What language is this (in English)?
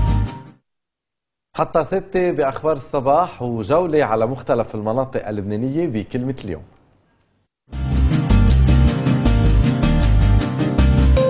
Arabic